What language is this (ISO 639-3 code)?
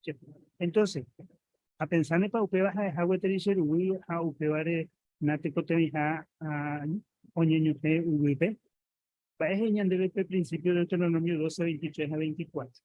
grn